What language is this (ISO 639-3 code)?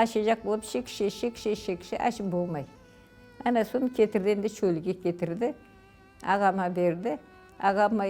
crh